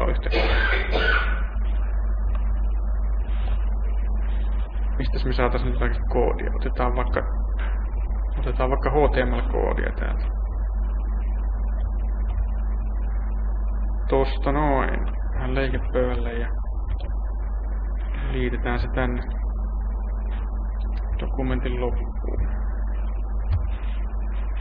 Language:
Finnish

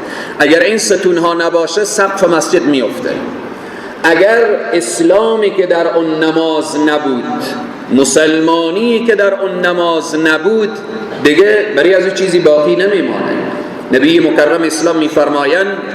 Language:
Persian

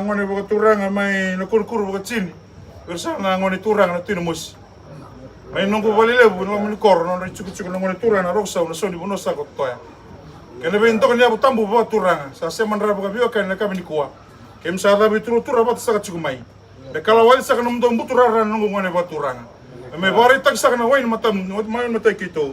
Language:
Fijian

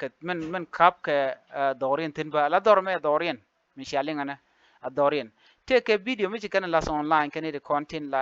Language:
Nuer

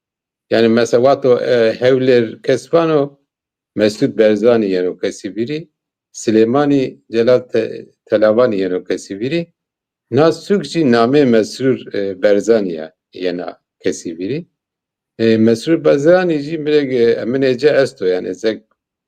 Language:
Zaza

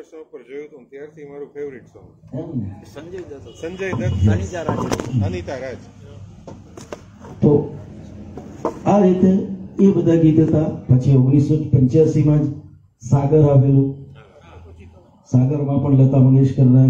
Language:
Gujarati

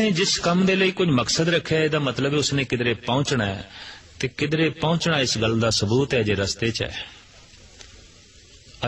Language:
Punjabi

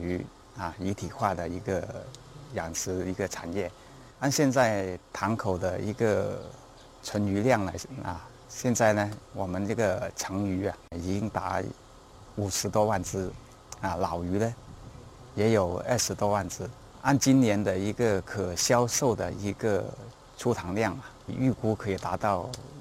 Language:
Chinese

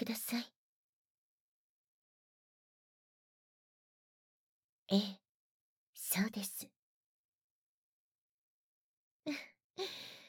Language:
Japanese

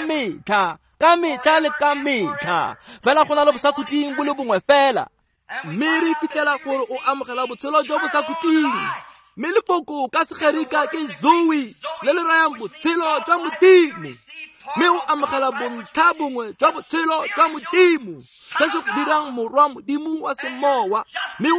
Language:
Tswana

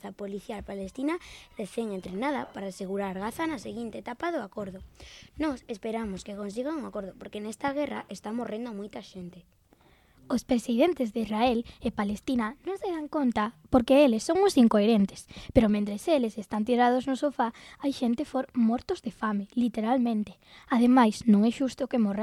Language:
Galician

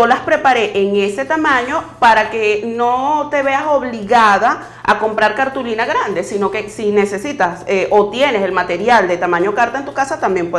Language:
Spanish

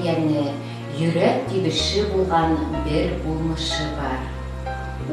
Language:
Bashkir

